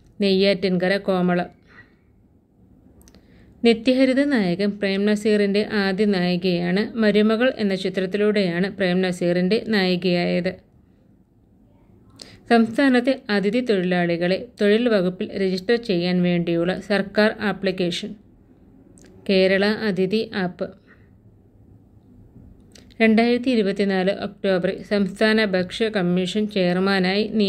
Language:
Malayalam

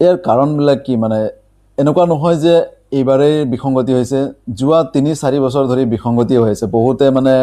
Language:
Assamese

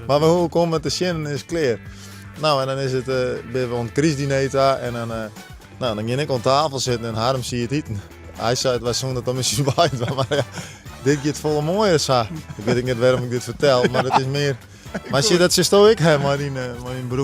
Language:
Western Frisian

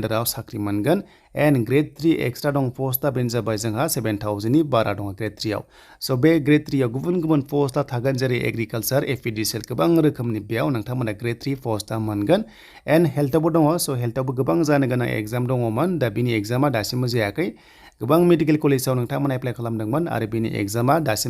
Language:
Bodo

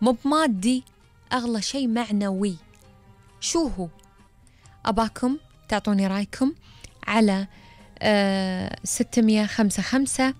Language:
Gulf Arabic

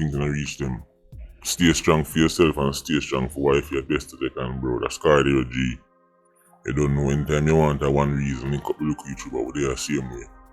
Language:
Jamaican Creole English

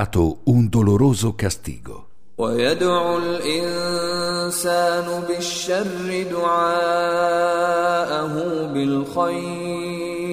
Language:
Italian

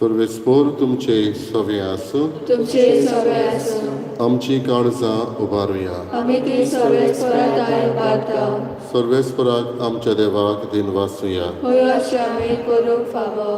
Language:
Konkani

